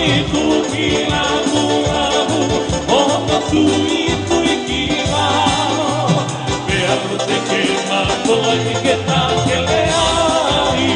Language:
Tongan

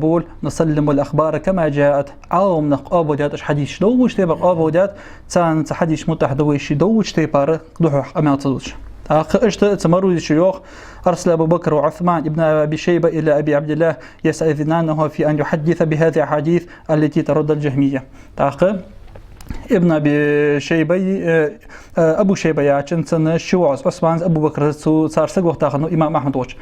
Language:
Ingush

